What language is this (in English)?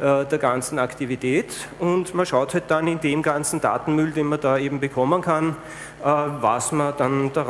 German